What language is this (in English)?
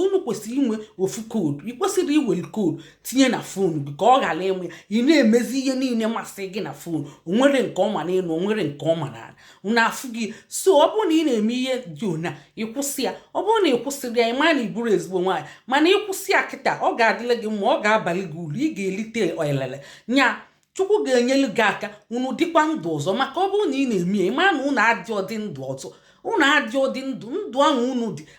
Igbo